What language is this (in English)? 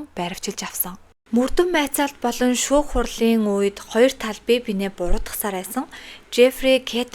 Mongolian